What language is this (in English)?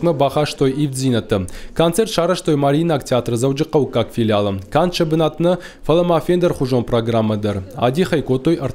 Ossetic